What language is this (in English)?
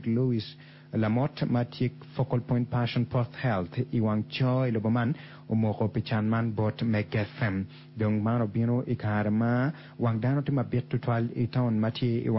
Acoli